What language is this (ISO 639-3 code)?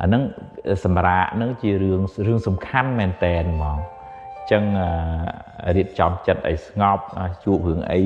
khm